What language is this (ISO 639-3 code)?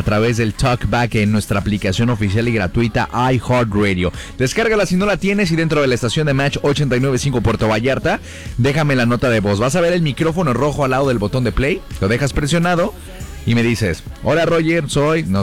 spa